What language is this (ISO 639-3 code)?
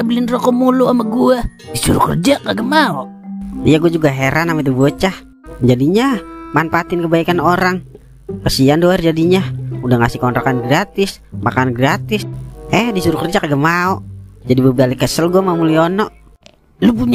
bew